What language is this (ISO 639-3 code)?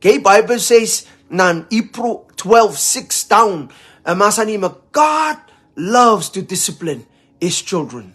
pon